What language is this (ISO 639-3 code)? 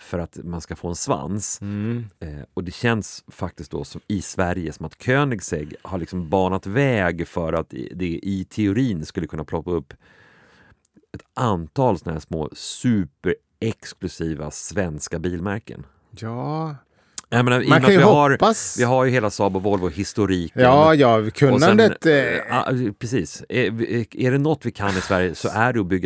swe